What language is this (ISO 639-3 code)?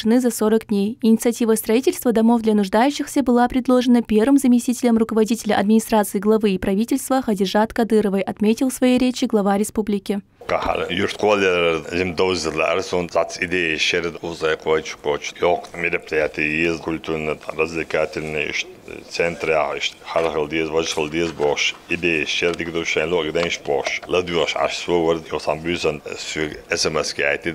che